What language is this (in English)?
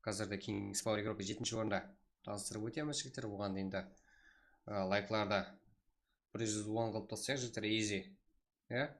Kara-Kalpak